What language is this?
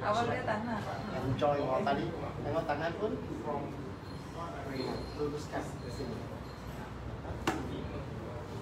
Malay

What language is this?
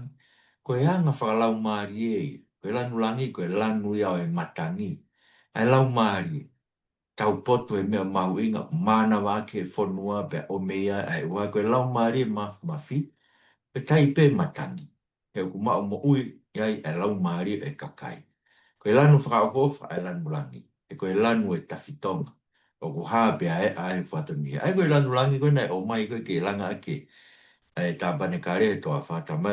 Tongan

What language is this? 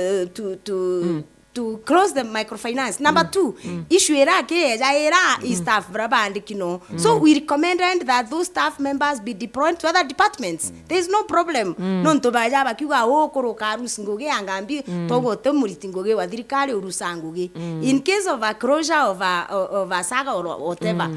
Meru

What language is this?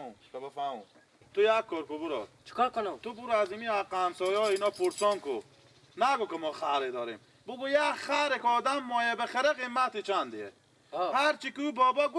Persian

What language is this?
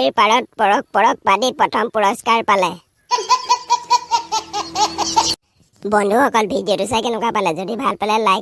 Assamese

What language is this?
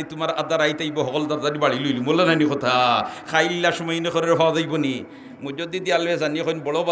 Sylheti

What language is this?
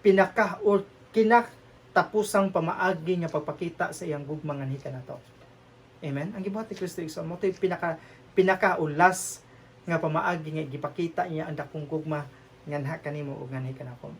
Cebuano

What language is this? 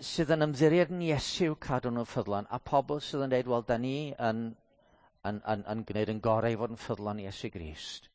Welsh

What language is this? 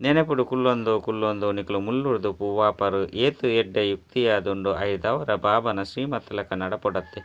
Tulu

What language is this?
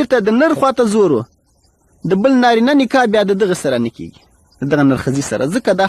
Pashto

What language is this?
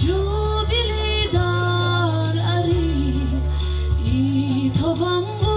Mizo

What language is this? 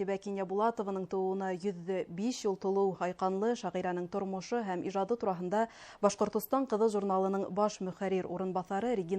Bashkir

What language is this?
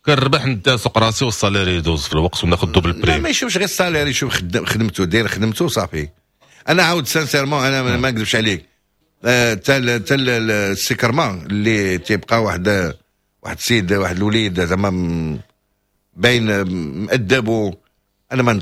Moroccan Arabic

